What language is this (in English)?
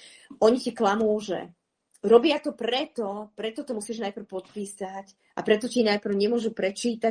Slovak